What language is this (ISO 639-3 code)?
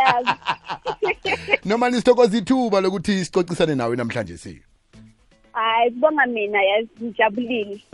nbl